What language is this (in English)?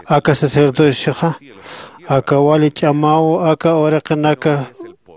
Aymara